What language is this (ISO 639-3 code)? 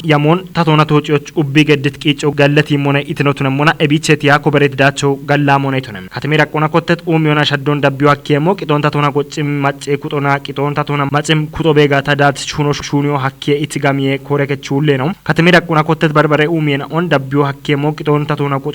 kbr